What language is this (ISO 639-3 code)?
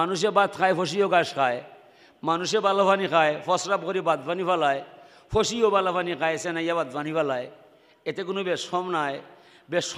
syl